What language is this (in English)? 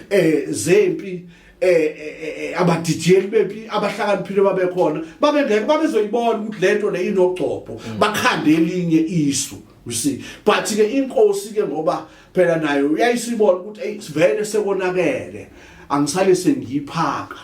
Zulu